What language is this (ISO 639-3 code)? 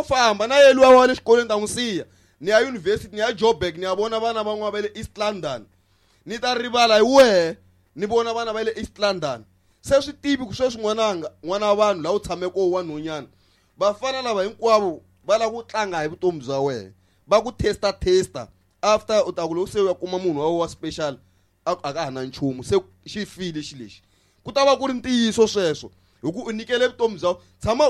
tso